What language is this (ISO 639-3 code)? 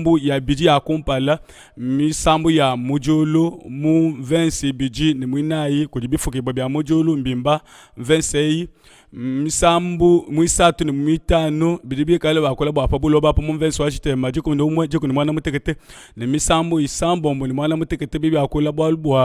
lua